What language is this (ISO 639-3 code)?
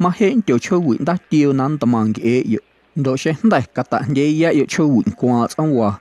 amu